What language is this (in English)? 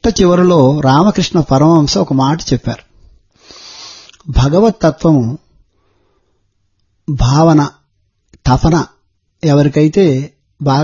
Telugu